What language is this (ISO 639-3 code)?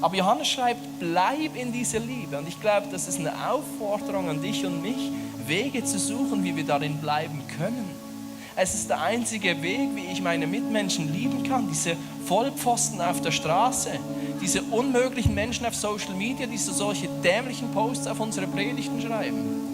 gsw